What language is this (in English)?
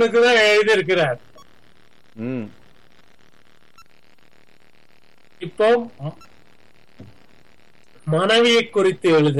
Tamil